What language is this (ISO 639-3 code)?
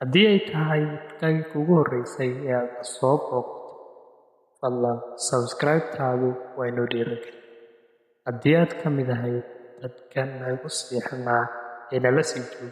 som